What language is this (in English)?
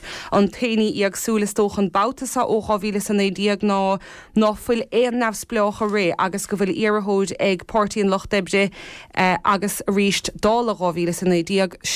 Irish